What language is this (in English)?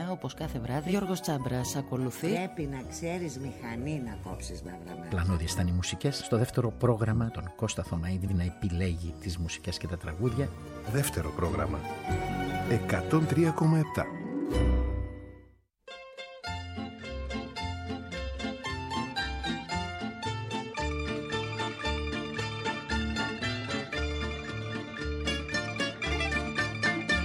Greek